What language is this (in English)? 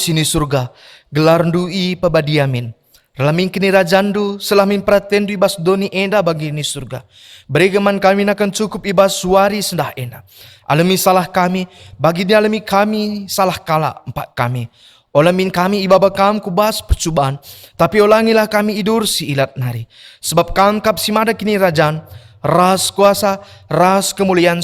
Batak Karo